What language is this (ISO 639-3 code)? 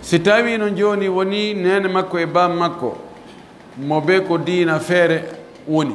fuf